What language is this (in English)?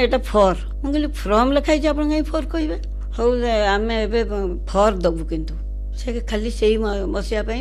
Odia